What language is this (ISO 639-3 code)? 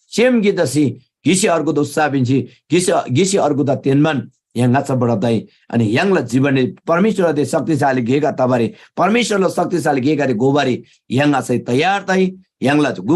taj